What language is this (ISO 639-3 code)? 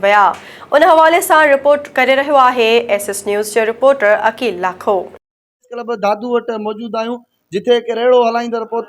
snd